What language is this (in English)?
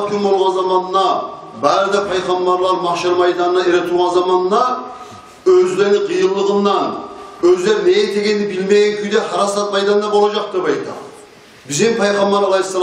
Kumyk